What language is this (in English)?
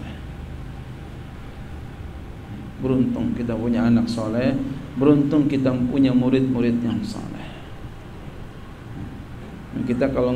Indonesian